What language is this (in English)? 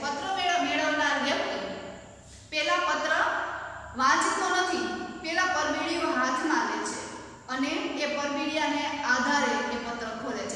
Gujarati